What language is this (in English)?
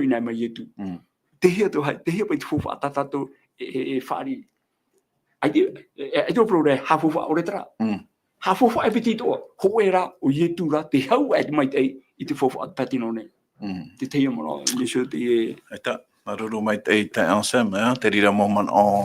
Tahitian